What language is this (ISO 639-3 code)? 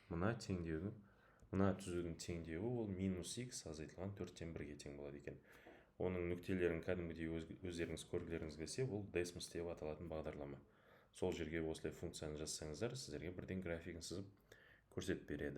kaz